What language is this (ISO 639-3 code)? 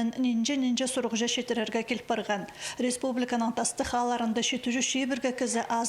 kjh